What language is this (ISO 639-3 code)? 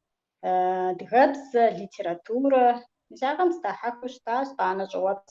kbd